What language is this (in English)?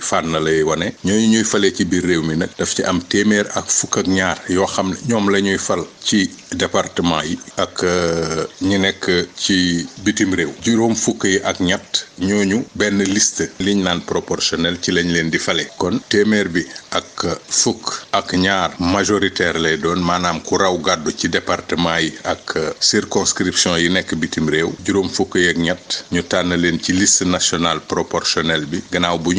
Wolof